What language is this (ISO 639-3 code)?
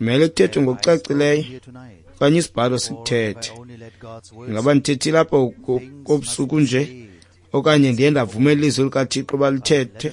xho